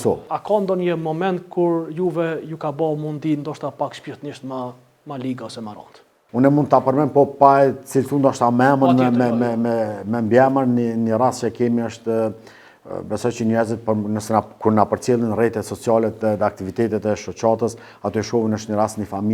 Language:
Albanian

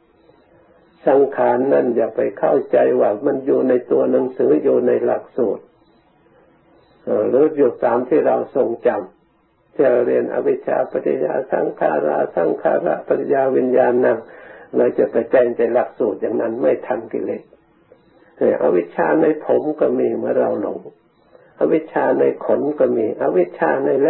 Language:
Thai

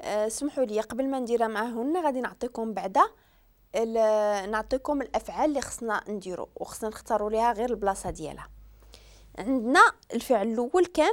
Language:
Moroccan Arabic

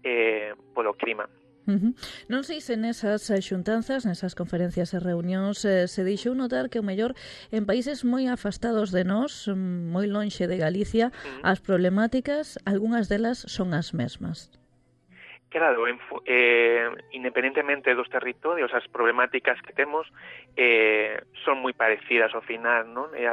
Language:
Galician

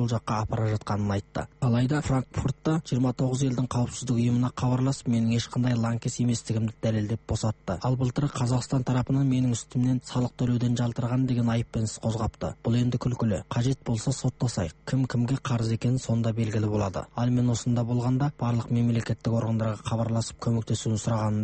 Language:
Kazakh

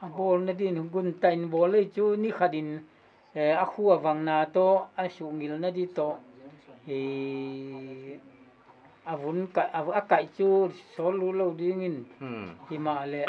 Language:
Paite Chin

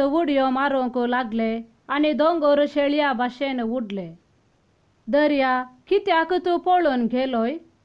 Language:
Konkani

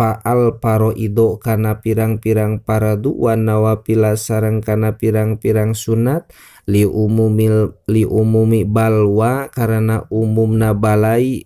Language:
Sundanese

